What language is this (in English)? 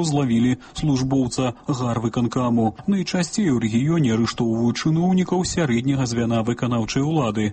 Belarusian